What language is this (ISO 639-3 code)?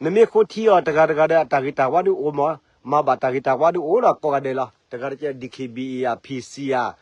ksw